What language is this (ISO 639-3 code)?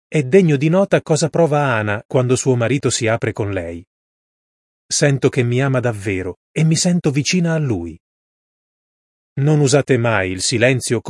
ita